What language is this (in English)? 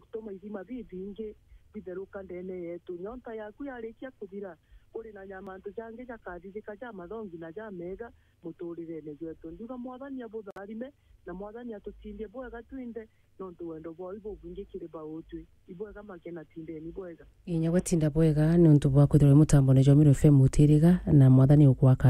Meru